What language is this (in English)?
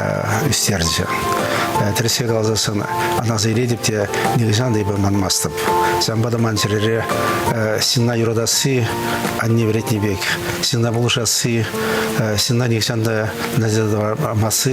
Chuvash